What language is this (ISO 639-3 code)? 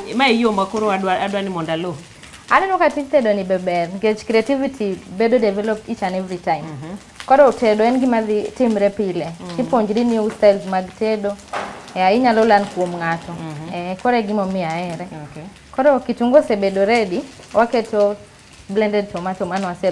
luo